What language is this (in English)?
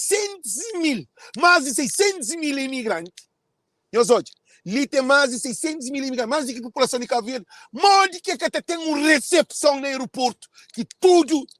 Kabuverdianu